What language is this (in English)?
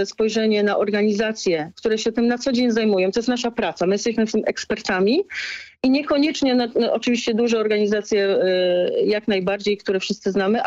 Polish